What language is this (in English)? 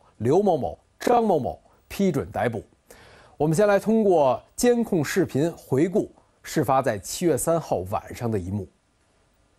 Chinese